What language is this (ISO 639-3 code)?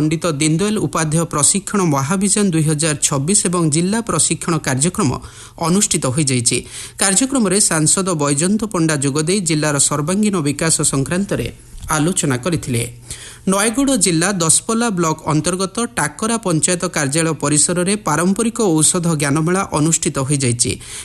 ori